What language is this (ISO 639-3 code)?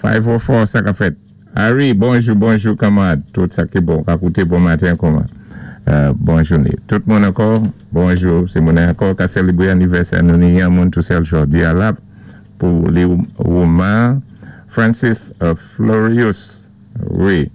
acf